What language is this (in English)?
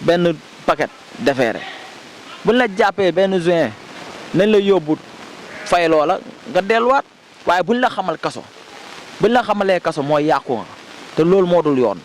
Wolof